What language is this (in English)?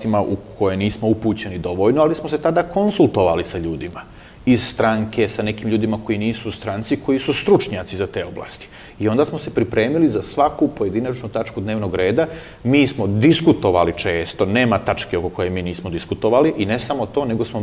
Serbian